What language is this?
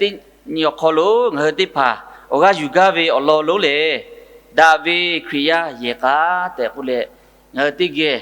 Lahu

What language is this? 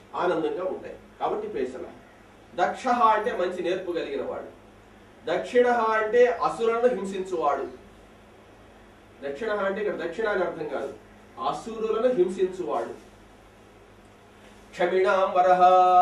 Telugu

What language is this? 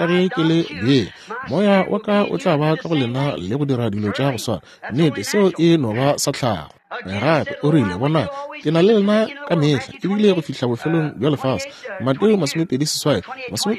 Northern Sotho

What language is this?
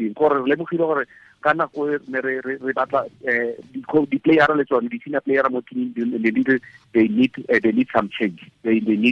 Tswana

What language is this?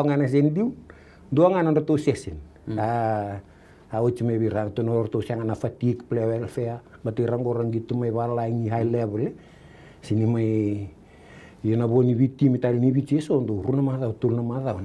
Fijian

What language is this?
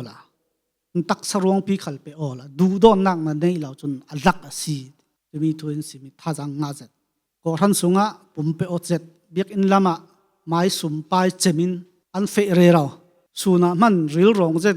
Falam Chin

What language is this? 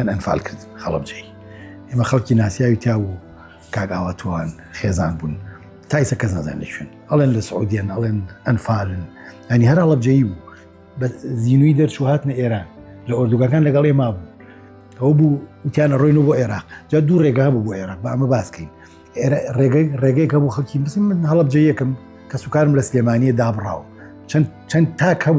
Central Kurdish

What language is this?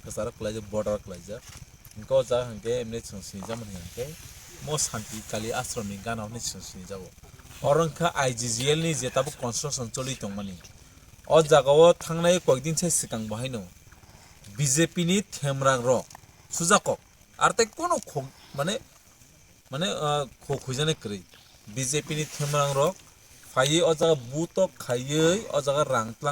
Kok Borok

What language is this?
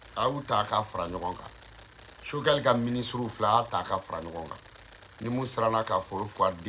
Bambara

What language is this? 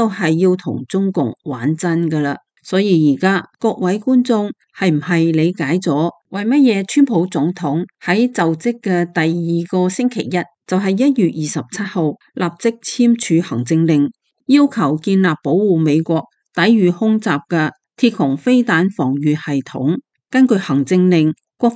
Cantonese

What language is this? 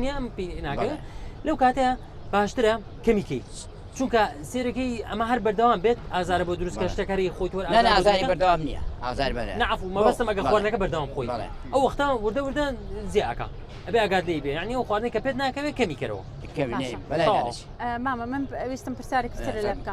Central Kurdish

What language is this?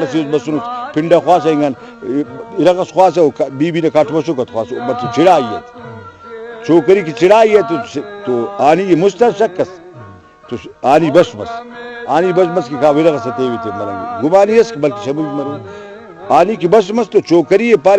Brahui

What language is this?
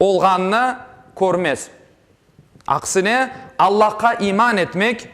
Crimean Tatar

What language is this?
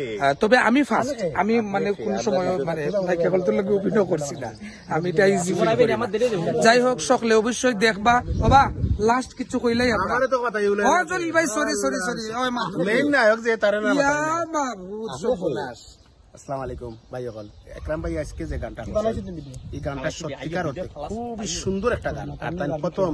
Sylheti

